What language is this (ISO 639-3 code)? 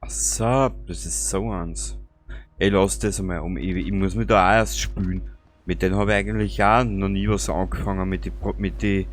bar